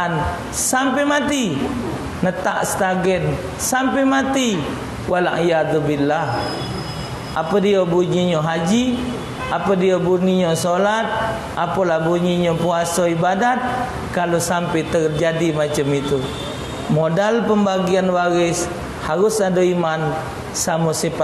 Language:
Musi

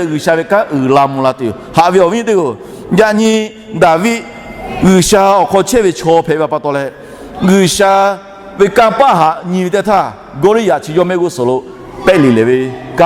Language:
Lahu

